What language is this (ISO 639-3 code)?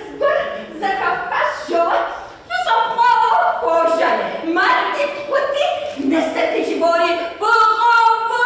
kbd